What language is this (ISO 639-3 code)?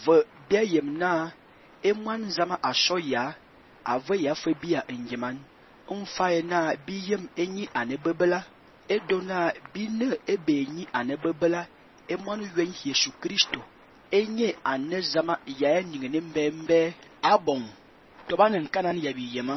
fan